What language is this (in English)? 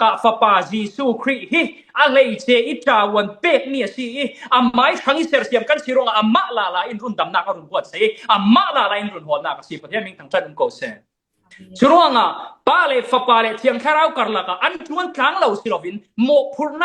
Falam Chin